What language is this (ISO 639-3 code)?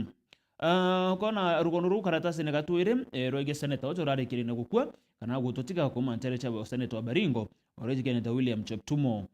mer